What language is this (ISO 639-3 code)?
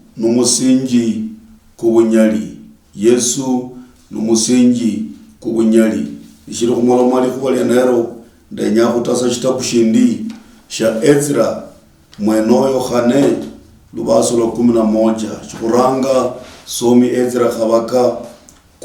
luy